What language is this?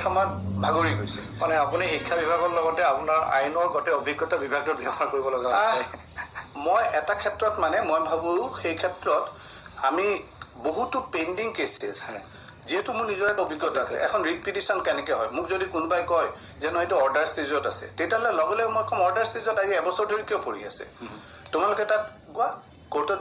Assamese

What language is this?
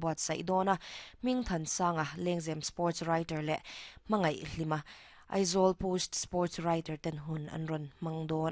Mizo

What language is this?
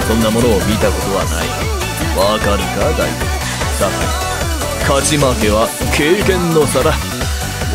Japanese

